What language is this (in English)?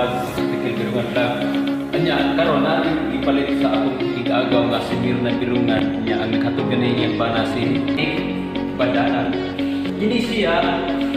Cebuano